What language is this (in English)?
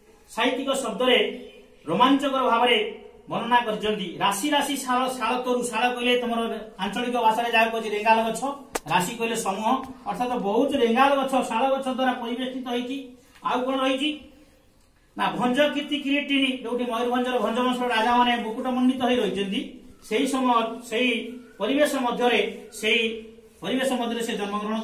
Odia